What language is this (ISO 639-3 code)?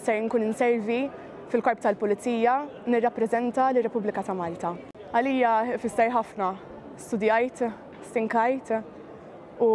mlt